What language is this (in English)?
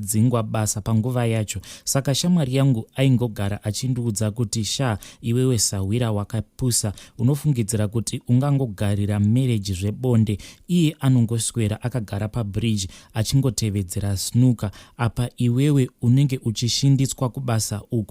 Shona